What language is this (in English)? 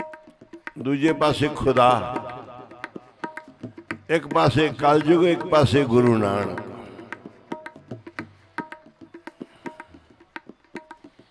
Punjabi